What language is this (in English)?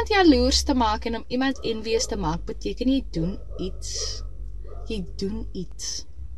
Afrikaans